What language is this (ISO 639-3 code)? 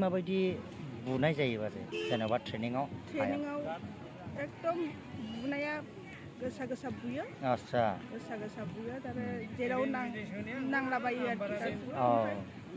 brx